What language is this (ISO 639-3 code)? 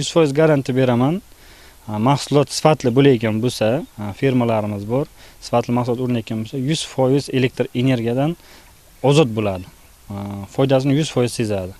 uzb